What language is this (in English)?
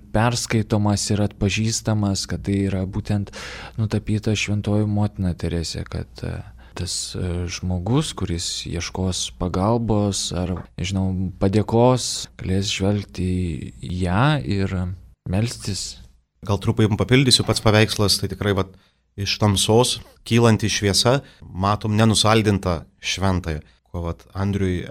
Lithuanian